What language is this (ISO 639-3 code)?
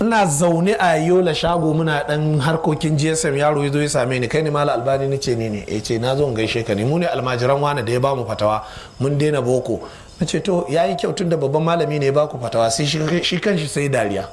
hau